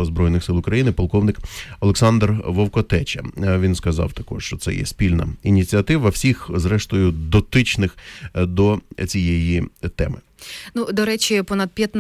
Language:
Ukrainian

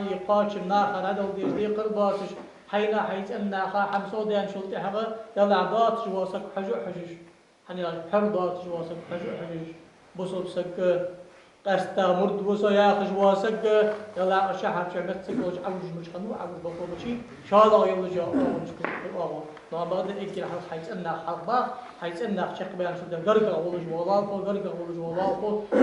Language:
Ingush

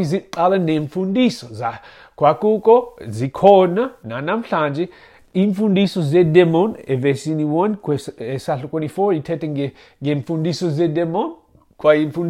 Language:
Xhosa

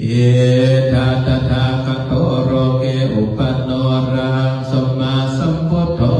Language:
Pali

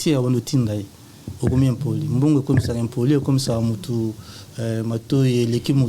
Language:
Lingala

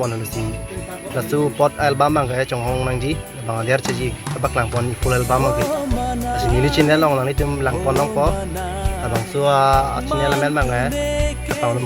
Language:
Karbi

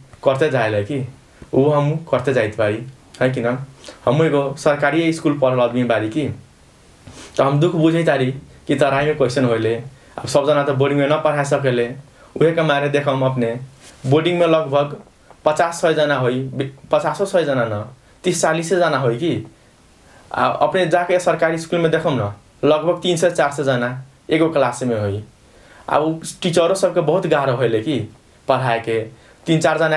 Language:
Bhojpuri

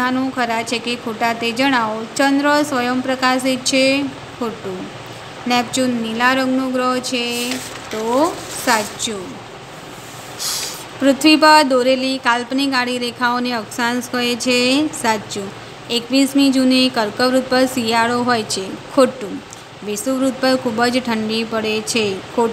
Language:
Gujarati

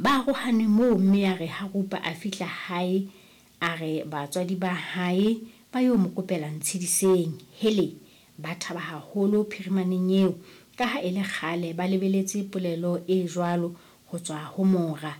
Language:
Southern Sotho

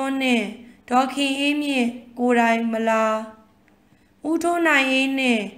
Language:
Burmese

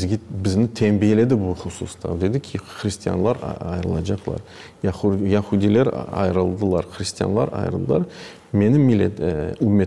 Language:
Crimean Tatar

